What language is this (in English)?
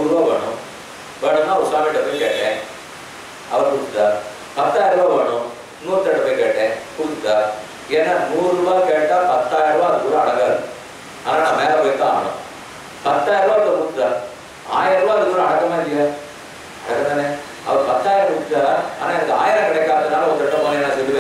Tamil